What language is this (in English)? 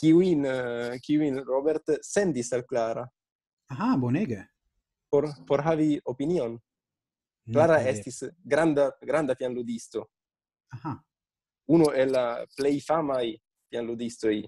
Esperanto